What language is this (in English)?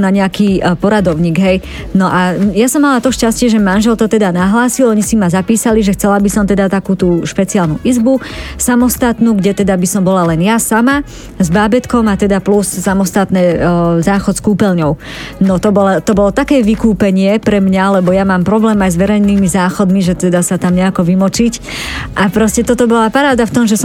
Slovak